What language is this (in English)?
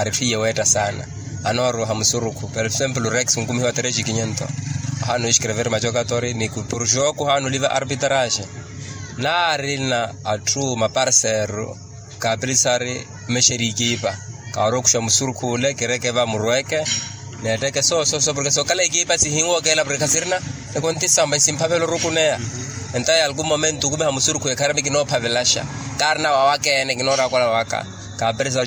Makhuwa